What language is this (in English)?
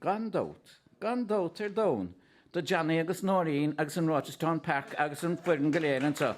Irish